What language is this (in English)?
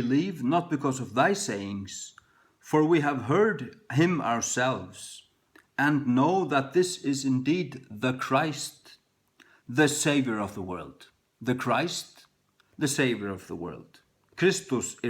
Faroese